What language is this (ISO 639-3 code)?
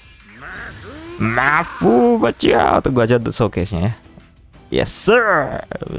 ind